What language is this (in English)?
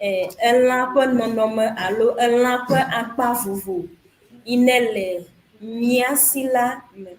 Ewe